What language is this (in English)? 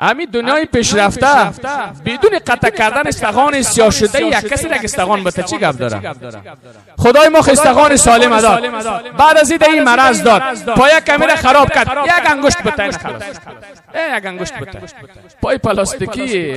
Persian